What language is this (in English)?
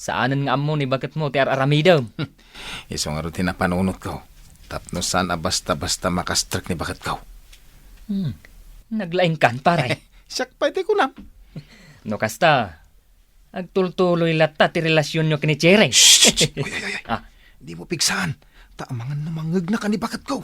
Iloko